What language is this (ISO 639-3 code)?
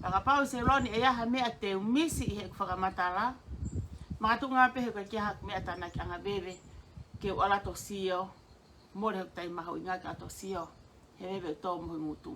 ton